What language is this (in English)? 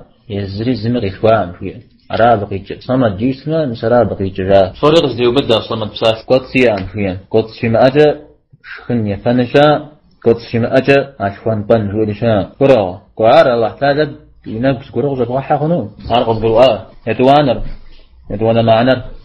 Kabardian